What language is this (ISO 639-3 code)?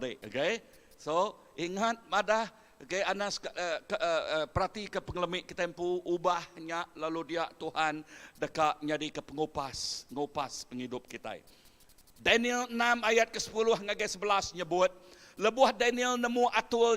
iba